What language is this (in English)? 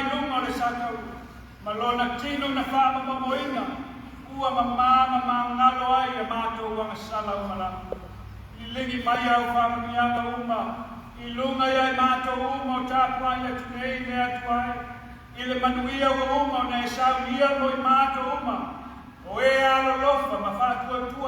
Samoan